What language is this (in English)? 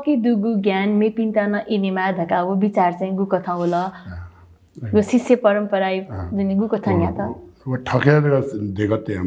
Newari